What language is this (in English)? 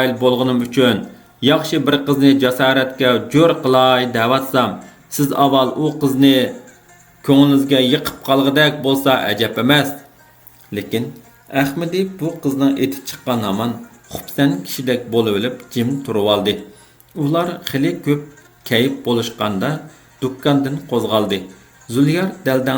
Uyghur